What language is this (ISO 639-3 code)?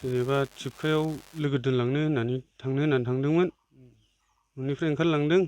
brx